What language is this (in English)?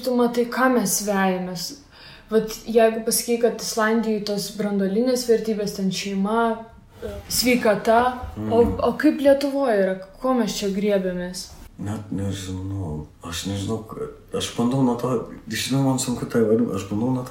Lithuanian